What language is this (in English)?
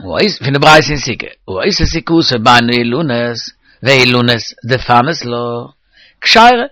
Yiddish